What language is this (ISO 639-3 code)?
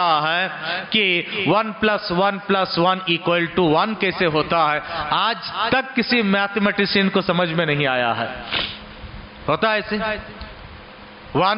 urd